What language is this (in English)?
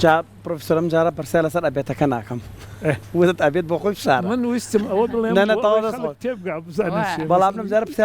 Central Kurdish